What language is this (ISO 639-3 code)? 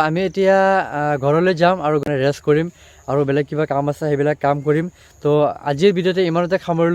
asm